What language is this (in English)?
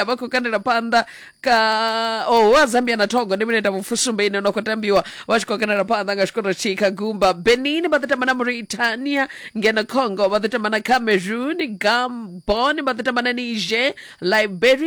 Venda